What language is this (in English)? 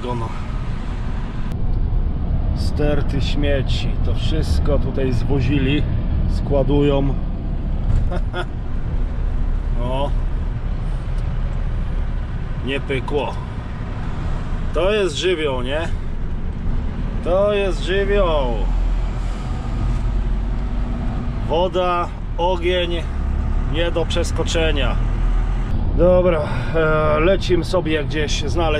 Polish